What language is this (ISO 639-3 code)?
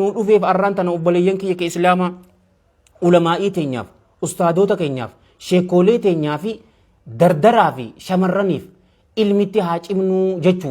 orm